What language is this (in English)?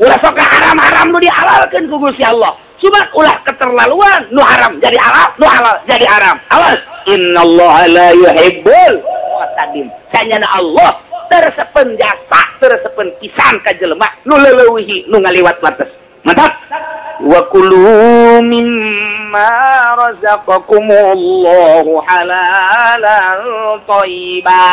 Sundanese